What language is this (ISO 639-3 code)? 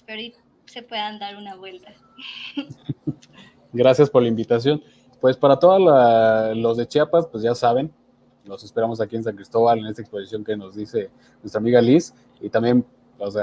spa